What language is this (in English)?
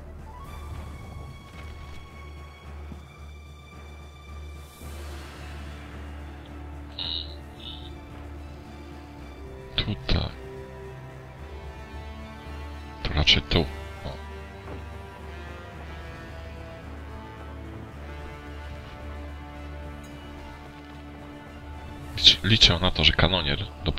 Polish